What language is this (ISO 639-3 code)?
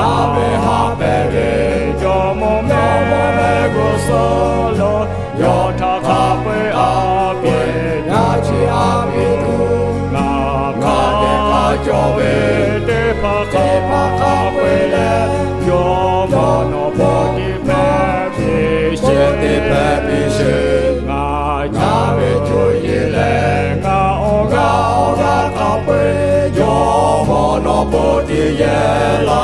lhu